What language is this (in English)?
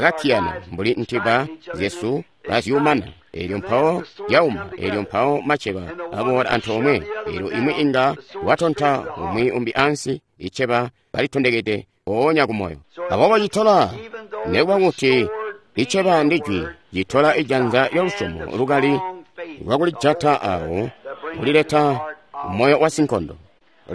Tonga (Zambia)